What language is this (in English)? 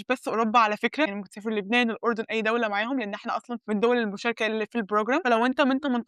Egyptian Arabic